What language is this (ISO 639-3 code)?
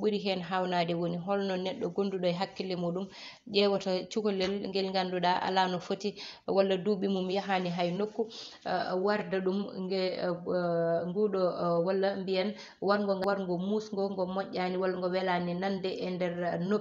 ful